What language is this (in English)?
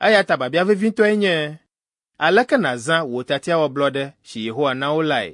Ewe